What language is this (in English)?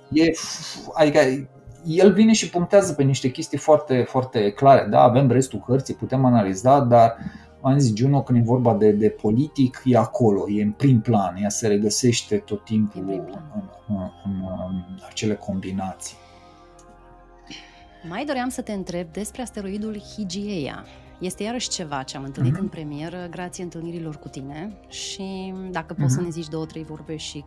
Romanian